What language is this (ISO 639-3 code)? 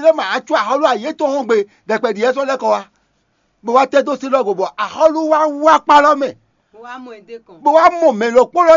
fon